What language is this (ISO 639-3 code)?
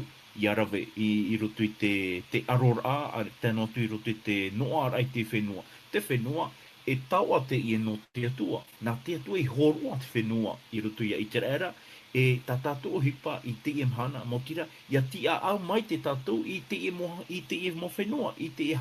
tah